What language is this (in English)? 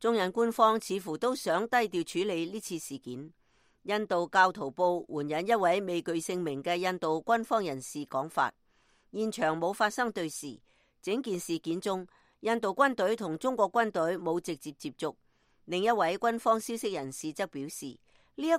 Cantonese